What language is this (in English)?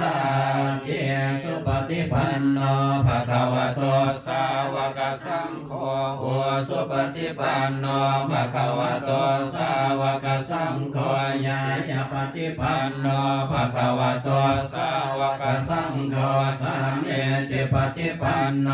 Pali